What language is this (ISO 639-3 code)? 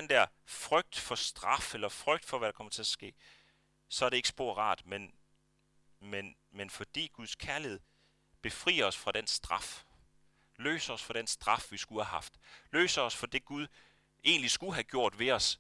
dan